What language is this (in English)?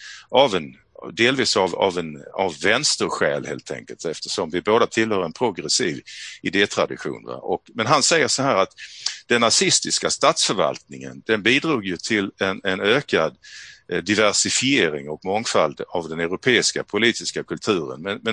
Swedish